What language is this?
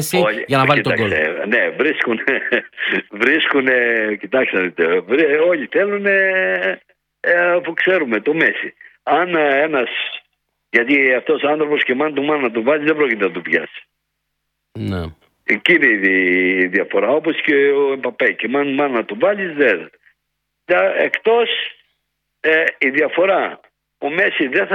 Greek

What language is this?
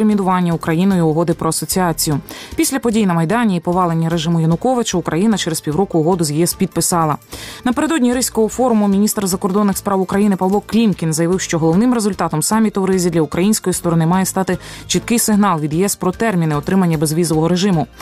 Ukrainian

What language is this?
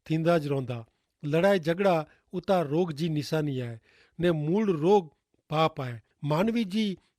Kachhi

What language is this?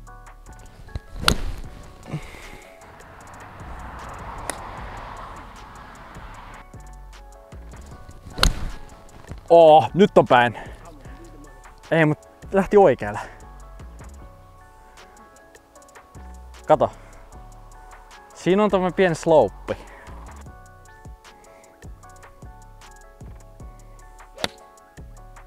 Finnish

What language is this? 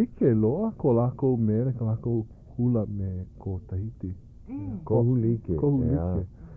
Hawaiian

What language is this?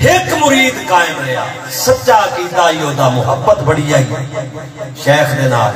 Saraiki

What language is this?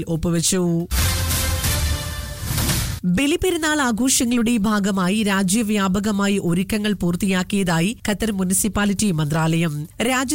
Malayalam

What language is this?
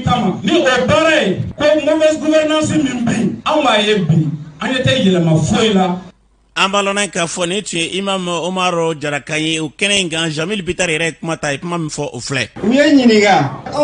Bambara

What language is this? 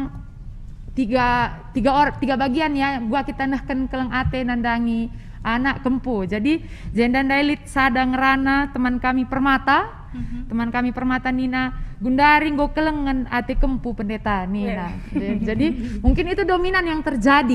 Batak Karo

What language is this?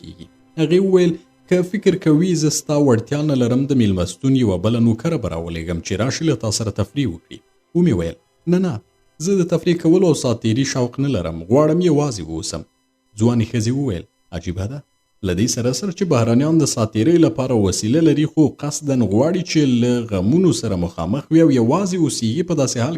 Pashto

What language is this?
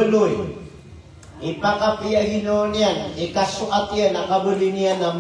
Maranao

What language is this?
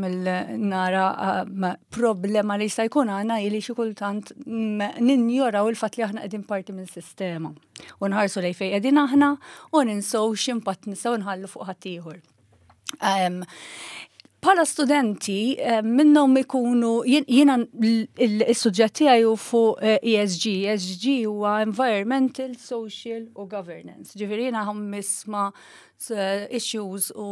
Maltese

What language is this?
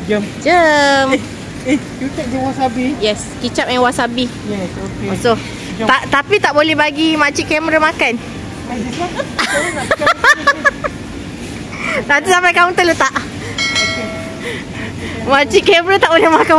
Malay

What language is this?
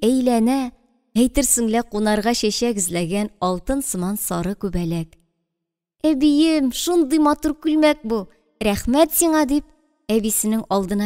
Tatar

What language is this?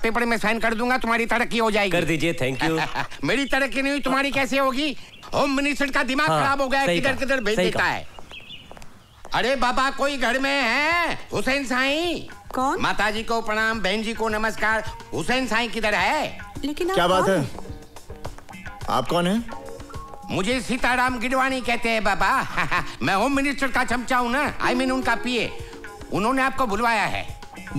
Hindi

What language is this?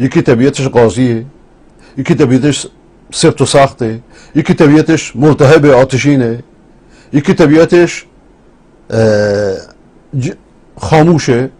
Persian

